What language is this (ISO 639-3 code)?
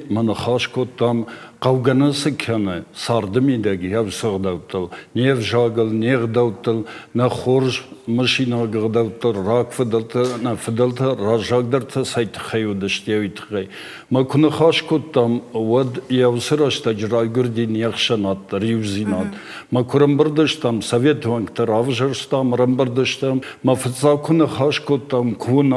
oss